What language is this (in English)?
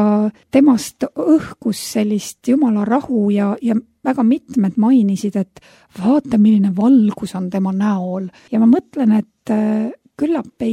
Estonian